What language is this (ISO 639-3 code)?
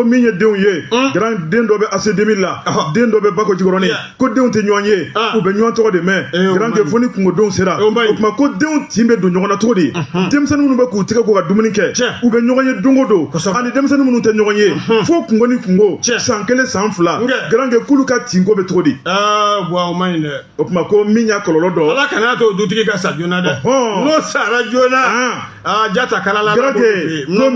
bam